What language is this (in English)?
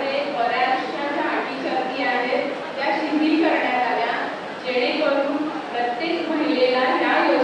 Marathi